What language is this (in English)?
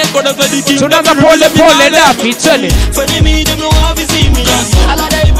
Swahili